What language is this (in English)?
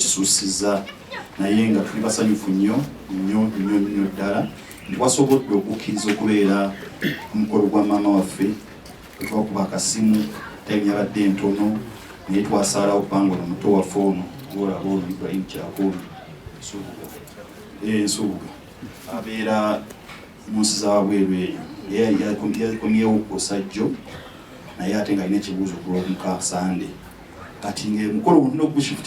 Ganda